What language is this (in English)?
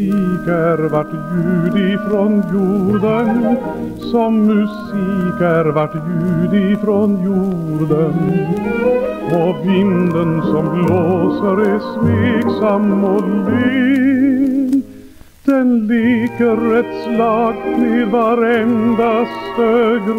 Swedish